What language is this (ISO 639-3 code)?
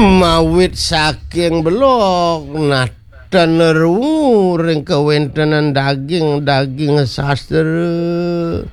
ban